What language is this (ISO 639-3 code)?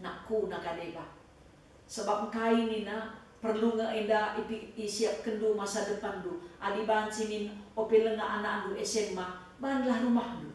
btx